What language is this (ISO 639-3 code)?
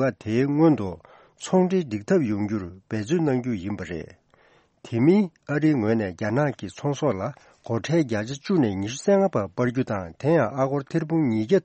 bod